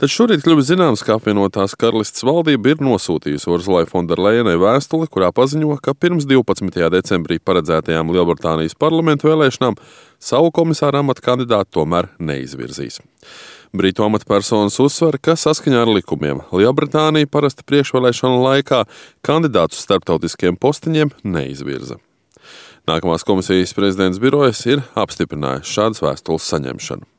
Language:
Latvian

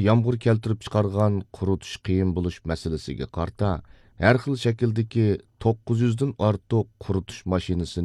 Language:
Uyghur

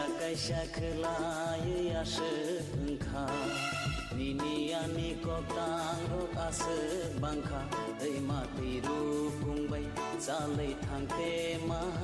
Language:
Kok Borok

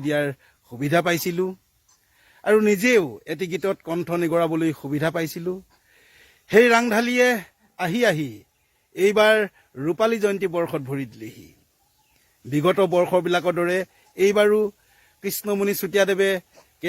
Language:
Assamese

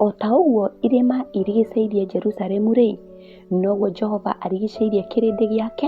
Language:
Kikuyu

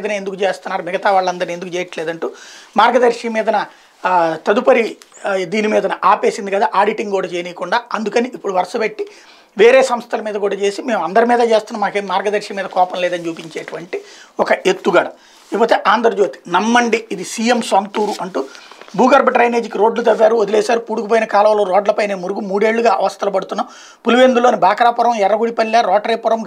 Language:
Telugu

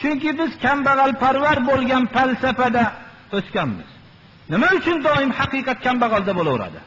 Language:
Uzbek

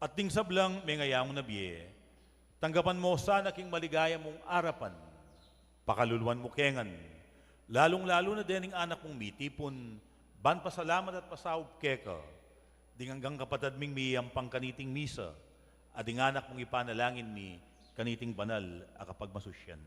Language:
Pampanga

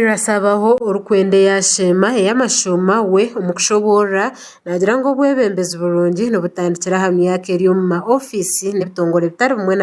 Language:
Nyankole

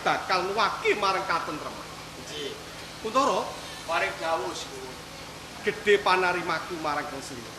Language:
Javanese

